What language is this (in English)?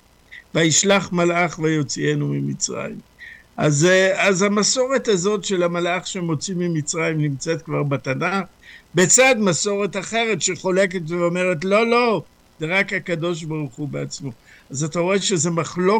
Hebrew